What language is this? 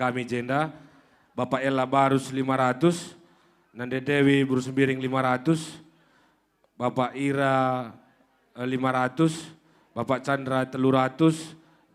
Batak Karo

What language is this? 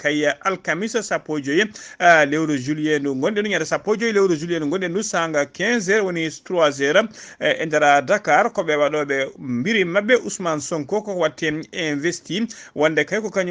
Fula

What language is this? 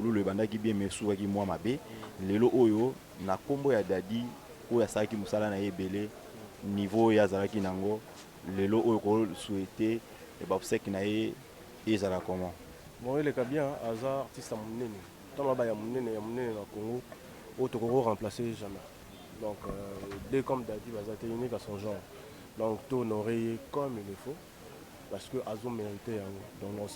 Lingala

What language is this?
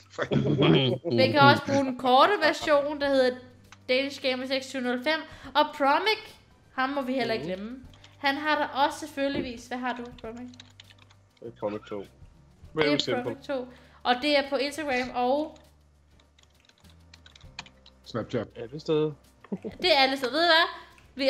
Danish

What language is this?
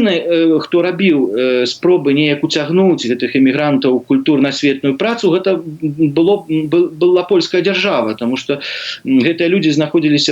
Belarusian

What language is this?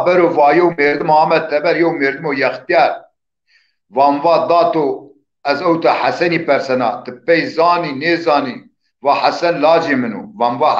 Zaza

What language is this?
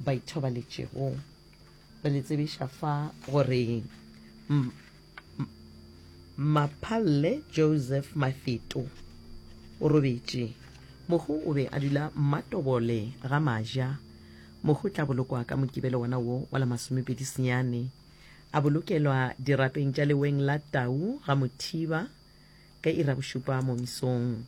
Northern Sotho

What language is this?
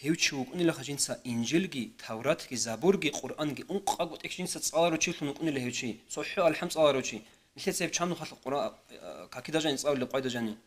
Avaric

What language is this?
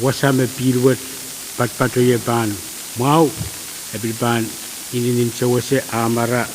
Pohnpeian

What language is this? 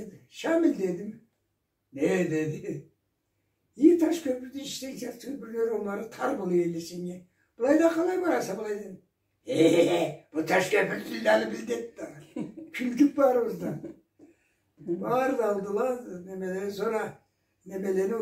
Karachay-Balkar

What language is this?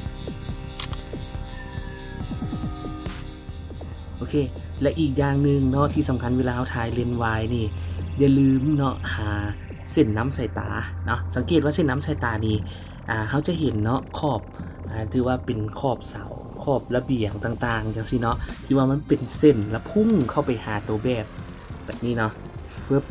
Lao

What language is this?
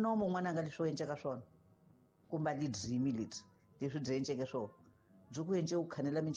Tsonga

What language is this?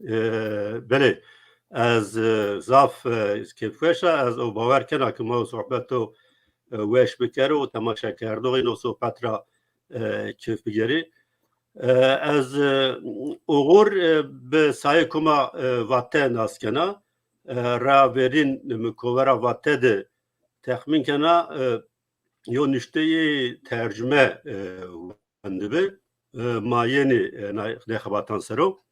Zaza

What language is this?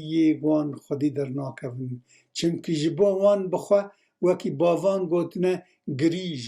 Kurdish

